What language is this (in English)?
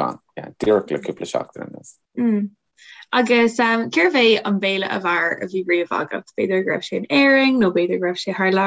Irish